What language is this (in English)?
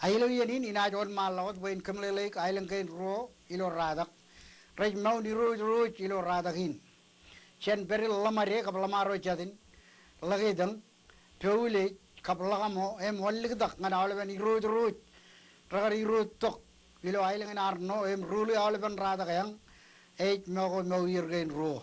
Marshallese